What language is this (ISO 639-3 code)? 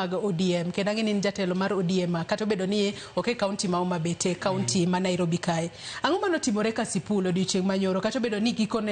luo